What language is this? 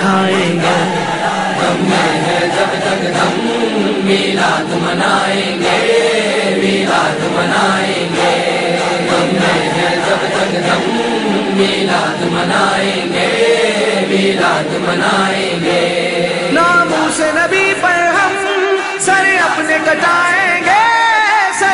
Urdu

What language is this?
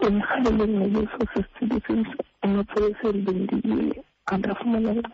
Xhosa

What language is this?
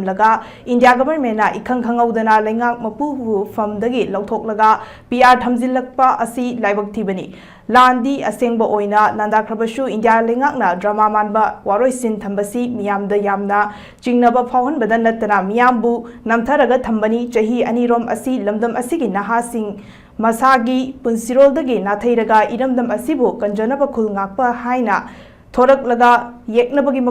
Manipuri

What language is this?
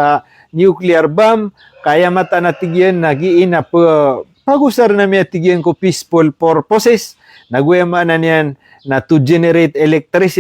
Maranao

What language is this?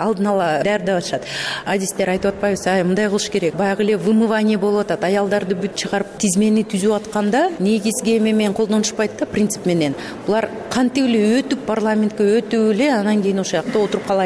Kyrgyz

